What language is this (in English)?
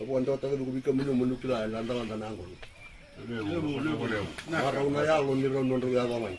Fijian